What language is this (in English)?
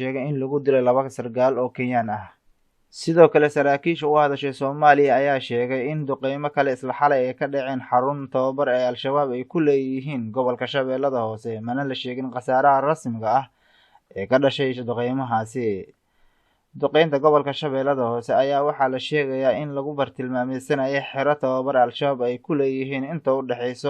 Somali